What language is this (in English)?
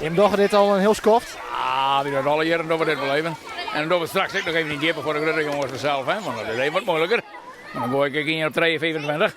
Western Frisian